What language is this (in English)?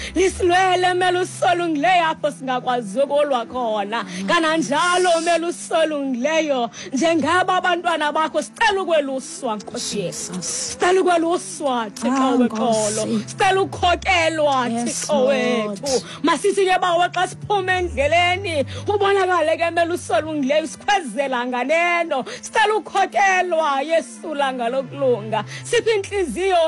Xhosa